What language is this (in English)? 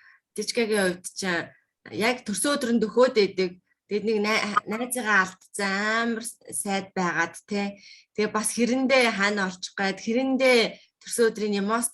Mongolian